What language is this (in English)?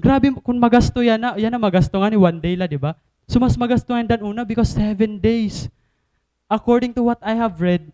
Waray